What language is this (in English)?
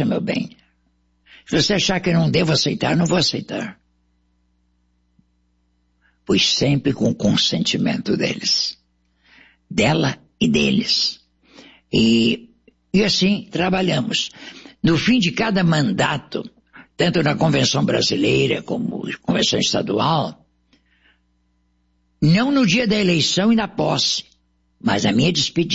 Portuguese